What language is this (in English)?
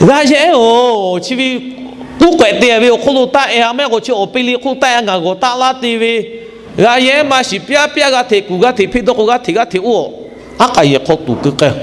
Lahu